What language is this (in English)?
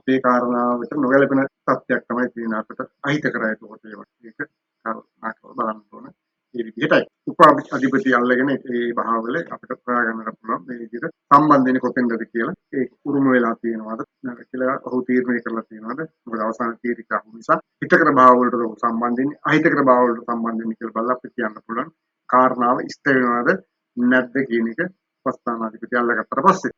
Sinhala